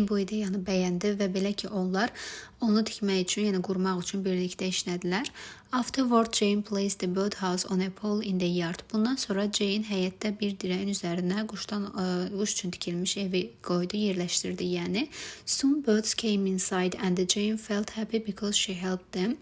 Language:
Azerbaijani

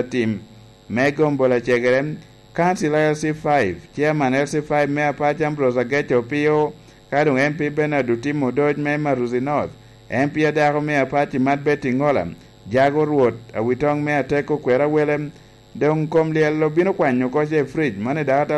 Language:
Lango (Uganda)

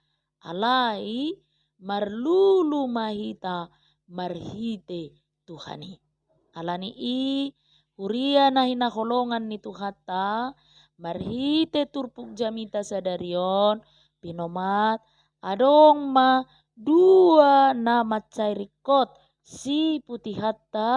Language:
Batak Toba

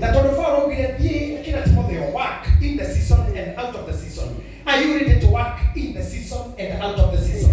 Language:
Kikuyu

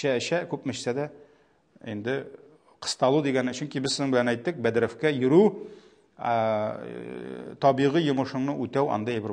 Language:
Tatar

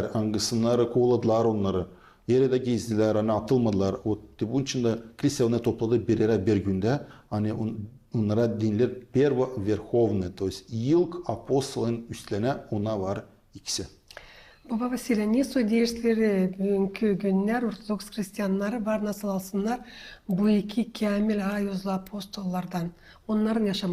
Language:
Gagauz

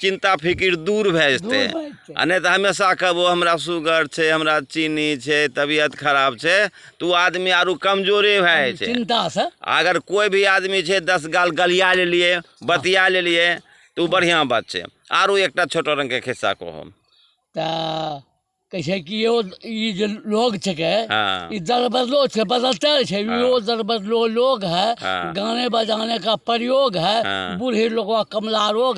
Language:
Angika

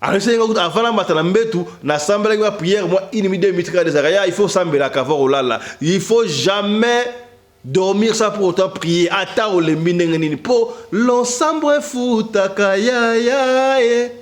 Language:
Lingala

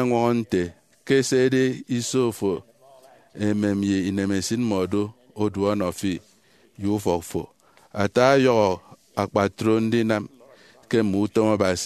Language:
Efik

